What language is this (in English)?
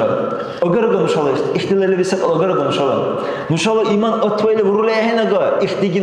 Dargwa